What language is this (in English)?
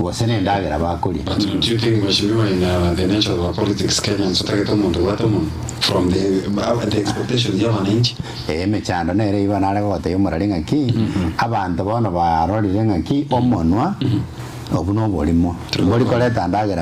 Gusii